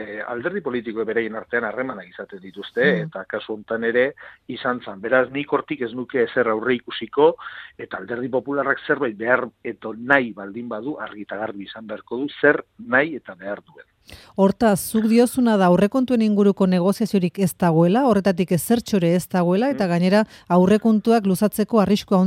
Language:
Basque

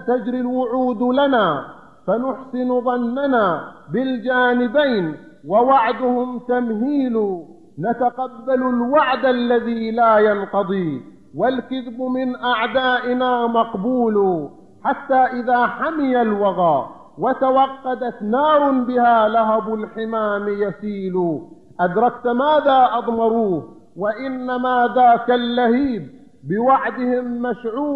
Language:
Arabic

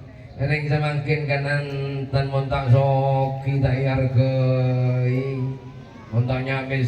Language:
Madurese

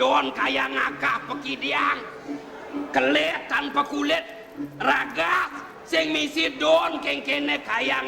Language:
Balinese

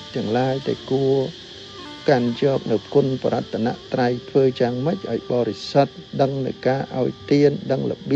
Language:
Khmer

